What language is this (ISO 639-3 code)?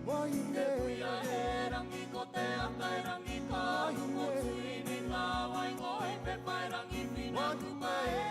mri